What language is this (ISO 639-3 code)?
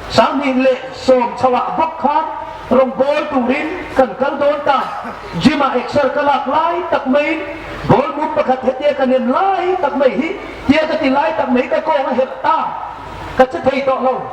hmr